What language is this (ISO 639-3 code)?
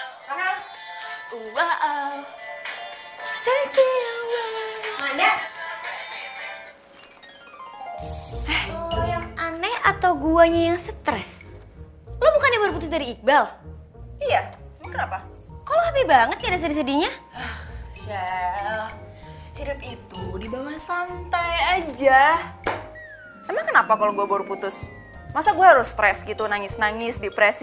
ind